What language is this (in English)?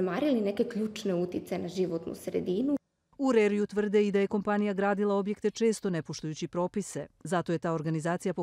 Croatian